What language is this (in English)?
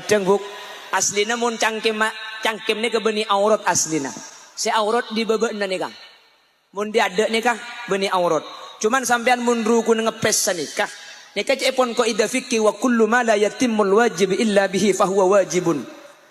Madurese